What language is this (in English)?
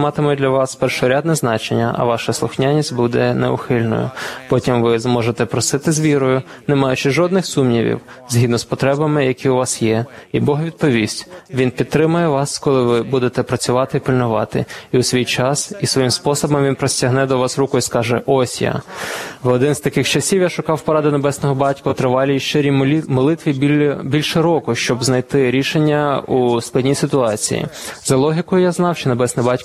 Ukrainian